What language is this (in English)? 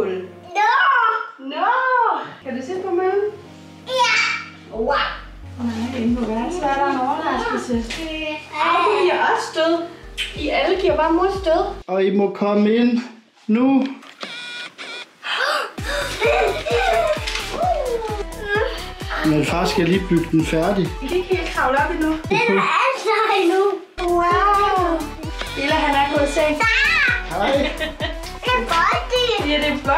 Danish